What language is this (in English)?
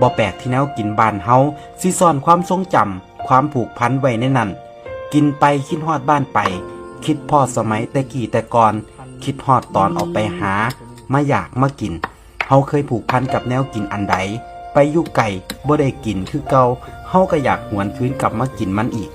Northeastern Thai